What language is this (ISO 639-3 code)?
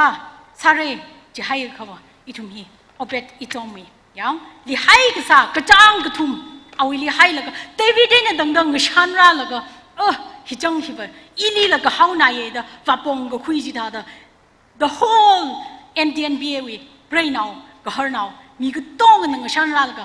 nmf